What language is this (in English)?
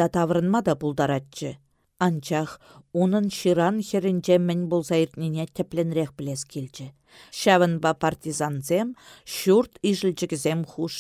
Chuvash